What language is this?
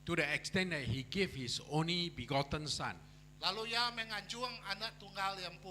Iban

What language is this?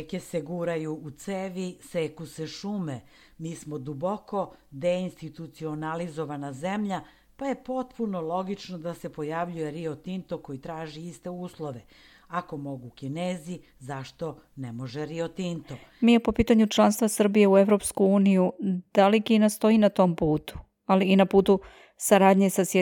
Serbian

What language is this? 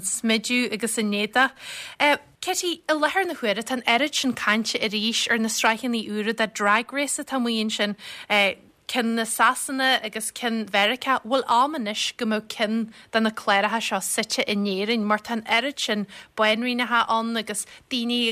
Irish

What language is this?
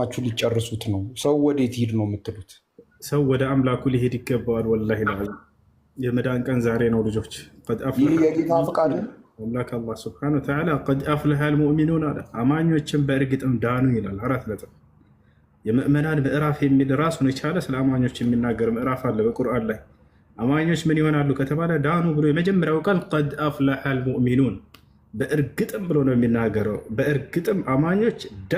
Amharic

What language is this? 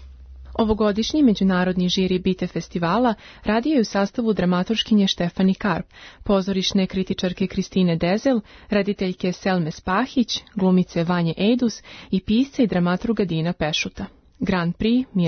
Serbian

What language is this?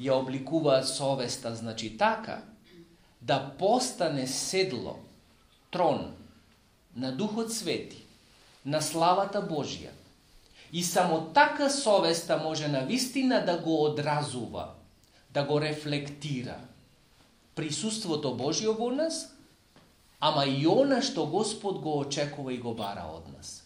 Macedonian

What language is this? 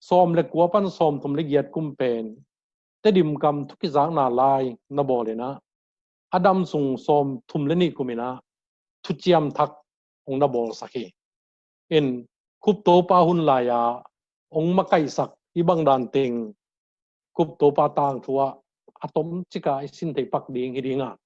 Tedim Chin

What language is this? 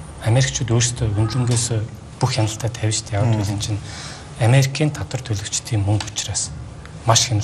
Mongolian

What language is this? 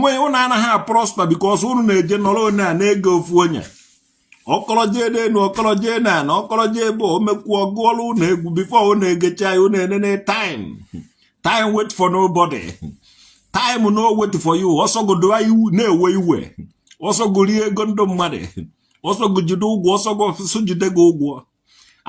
Igbo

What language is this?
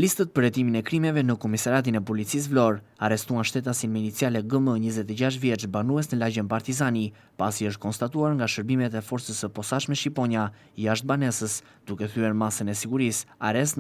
Albanian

